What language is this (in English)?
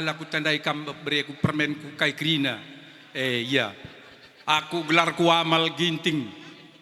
Batak Karo